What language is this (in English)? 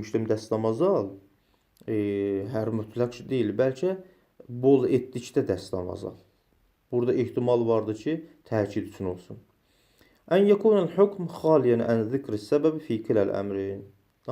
Azerbaijani